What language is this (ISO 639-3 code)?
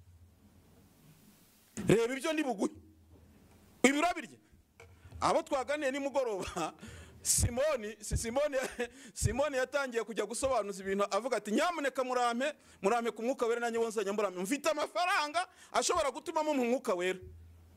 kin